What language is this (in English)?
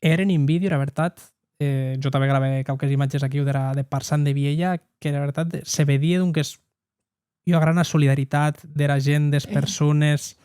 Occitan